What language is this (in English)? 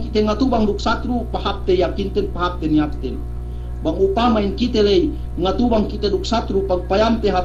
Yakan